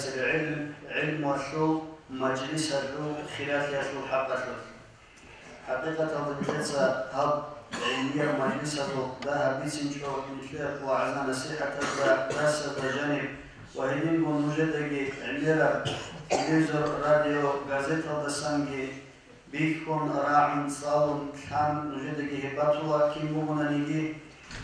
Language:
Avaric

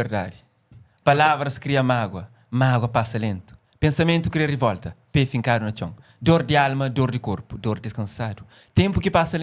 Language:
Kabuverdianu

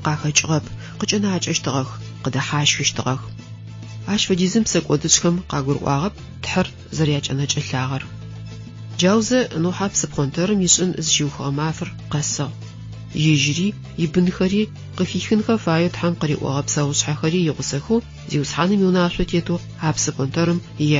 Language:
Adyghe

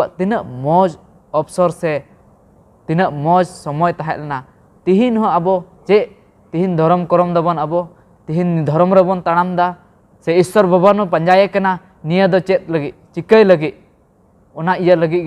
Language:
Santali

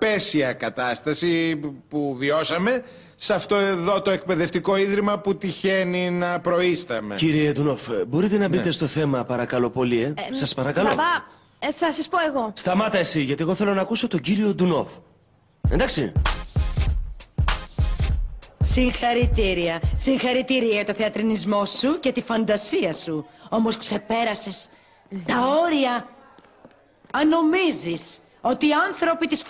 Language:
Greek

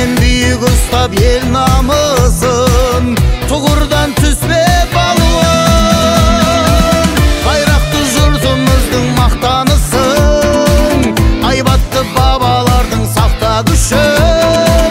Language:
Kazakh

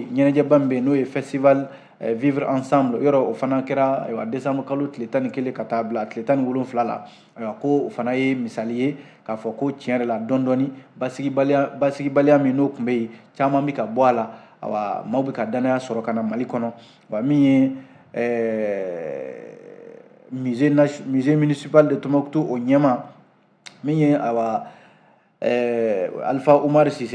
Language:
Bambara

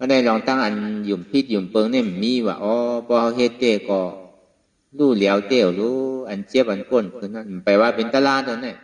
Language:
Shan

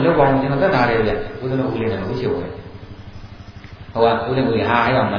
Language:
Burmese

